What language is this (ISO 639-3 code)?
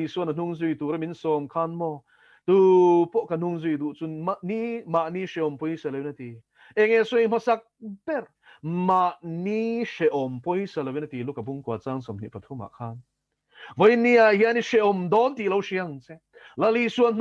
lus